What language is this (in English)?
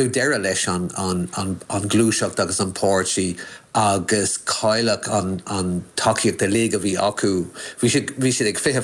Irish